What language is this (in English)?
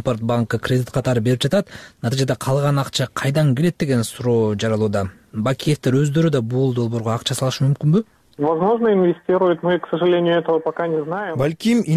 Kyrgyz